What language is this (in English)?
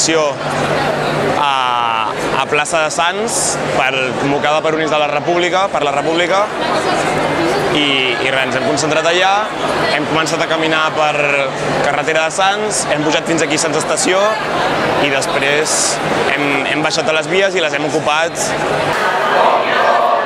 Catalan